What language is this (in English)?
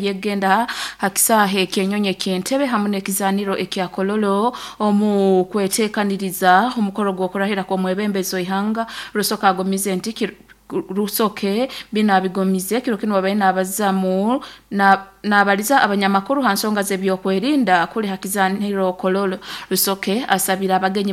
Nyoro